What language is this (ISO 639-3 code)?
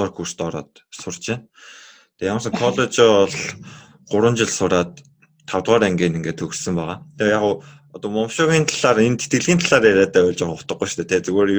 mon